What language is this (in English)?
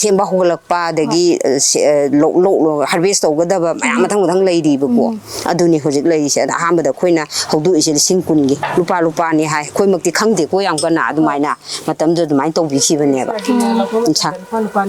Manipuri